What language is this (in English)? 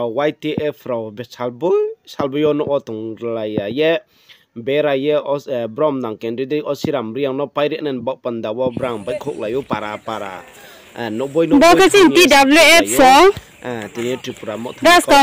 Riang (India)